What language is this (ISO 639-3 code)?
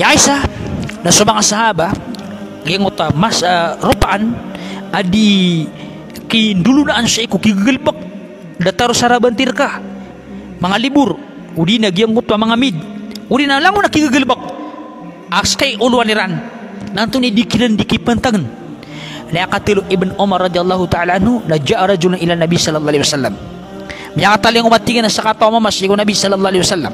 mrw